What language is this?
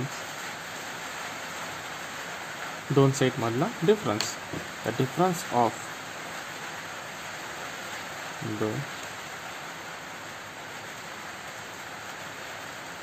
Marathi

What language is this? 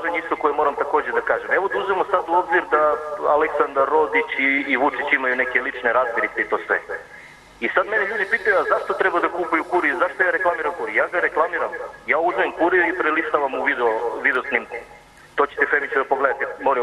Serbian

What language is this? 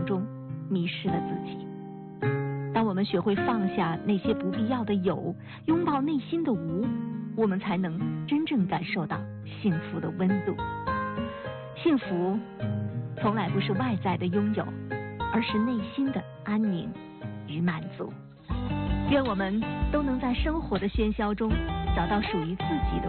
Chinese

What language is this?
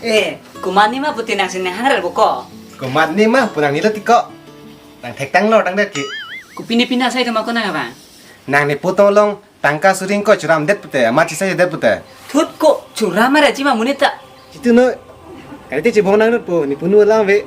Karbi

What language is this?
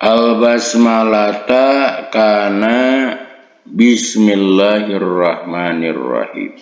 Sundanese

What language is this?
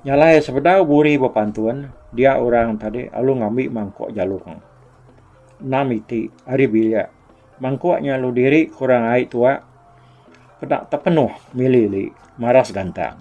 Iban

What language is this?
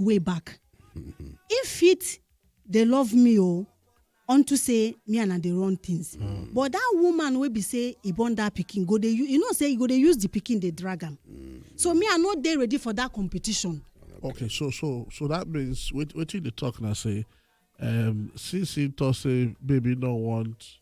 Nigerian Pidgin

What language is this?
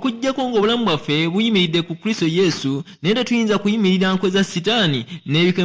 Ganda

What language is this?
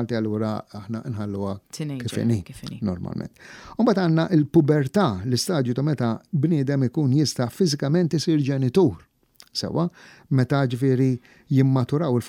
Maltese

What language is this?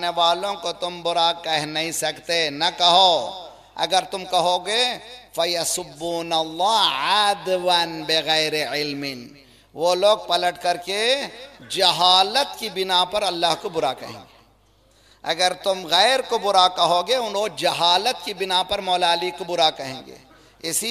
Urdu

